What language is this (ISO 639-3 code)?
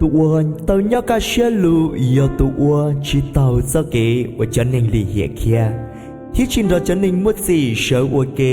hmn